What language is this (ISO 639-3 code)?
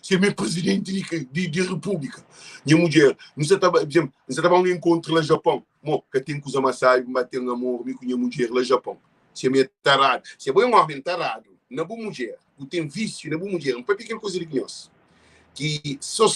kea